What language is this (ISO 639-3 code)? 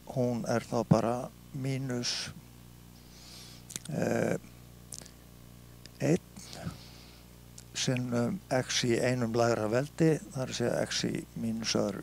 isl